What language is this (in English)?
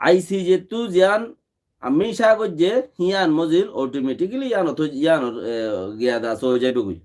Rohingya